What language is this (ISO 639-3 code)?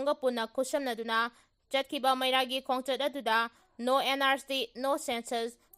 mni